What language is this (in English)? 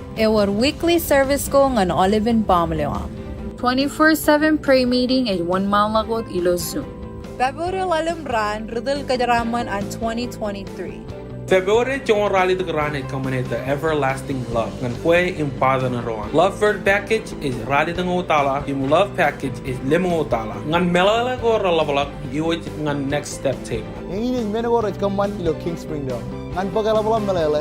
Marshallese